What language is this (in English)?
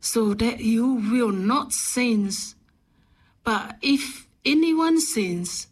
Samoan